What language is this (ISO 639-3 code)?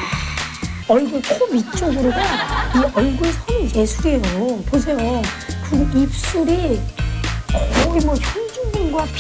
kor